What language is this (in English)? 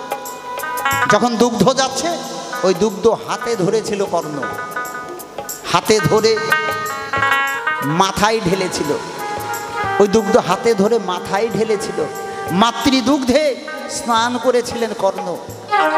Bangla